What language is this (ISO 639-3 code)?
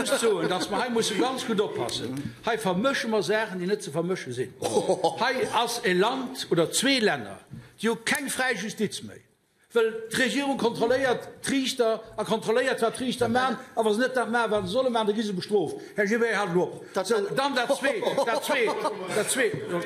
ltz